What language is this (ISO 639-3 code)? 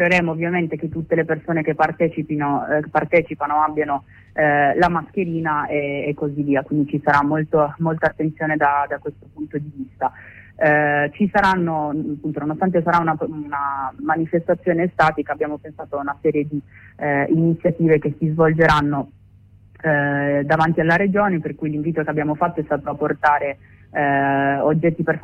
ita